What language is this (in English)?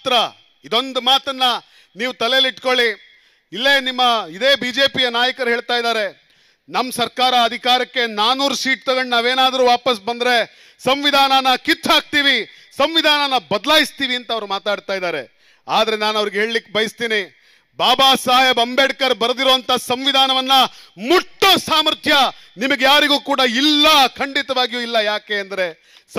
Kannada